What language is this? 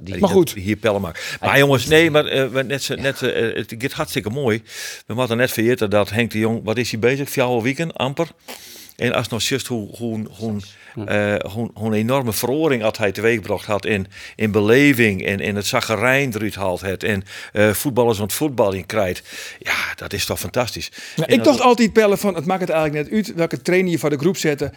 Western Frisian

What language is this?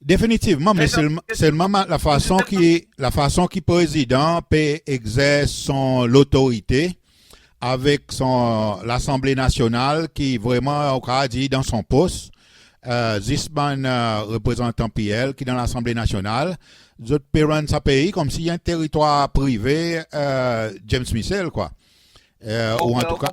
Seselwa Creole French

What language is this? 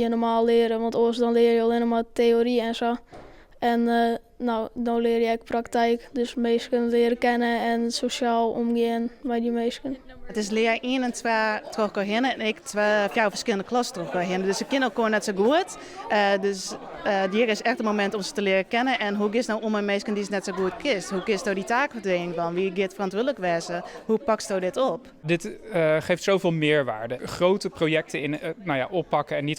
Western Frisian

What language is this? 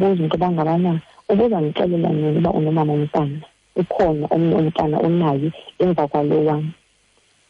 Xhosa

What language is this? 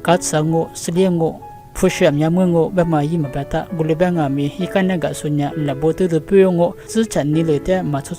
Lisu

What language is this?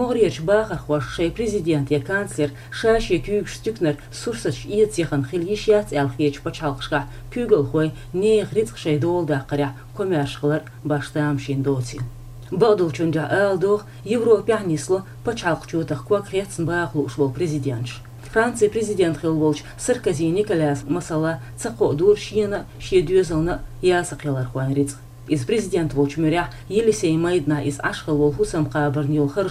Chechen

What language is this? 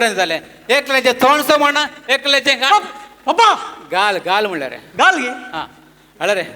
Konkani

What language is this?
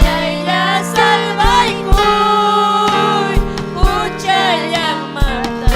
Ayacucho Quechua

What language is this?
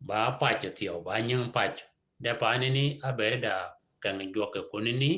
Shilluk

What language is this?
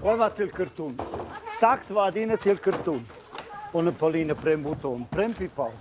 Romansh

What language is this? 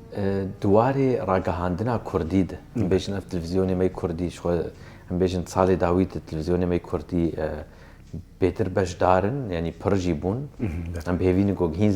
Kurdish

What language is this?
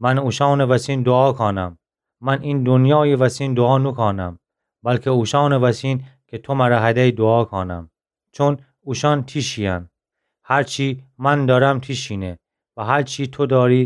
Gilaki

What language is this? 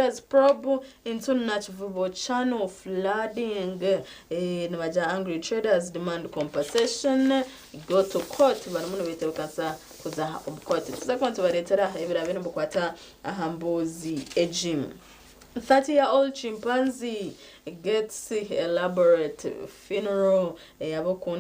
Nyankole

